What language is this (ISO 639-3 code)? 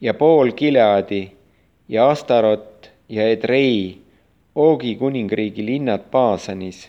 est